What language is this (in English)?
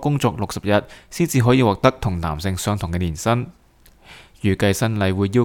Cantonese